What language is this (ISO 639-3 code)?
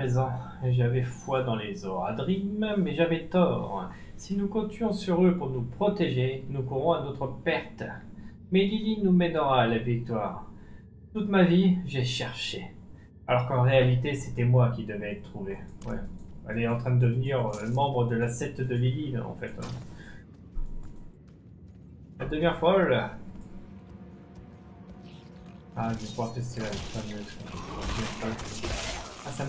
fra